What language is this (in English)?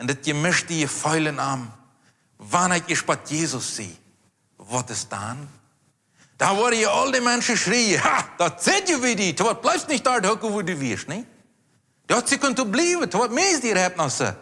Plautdietsch